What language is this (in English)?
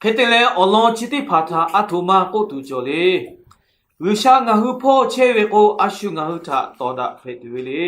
Lahu